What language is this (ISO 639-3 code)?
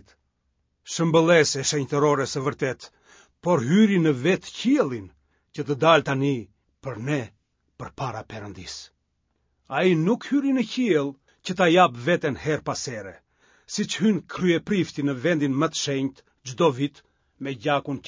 sqi